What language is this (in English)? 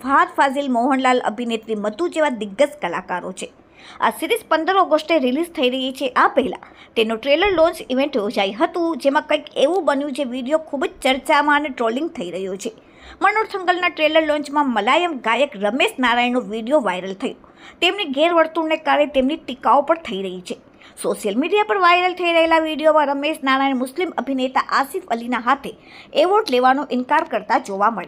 Gujarati